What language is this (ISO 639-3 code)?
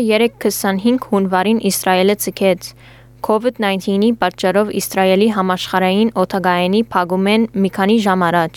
hye